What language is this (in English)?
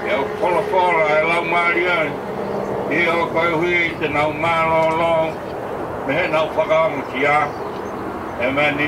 Tongan